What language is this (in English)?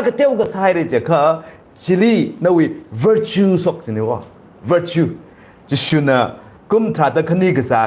Tangkhul Naga (India)